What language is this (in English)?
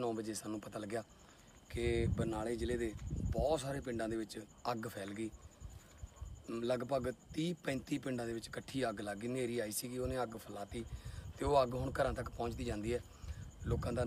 Punjabi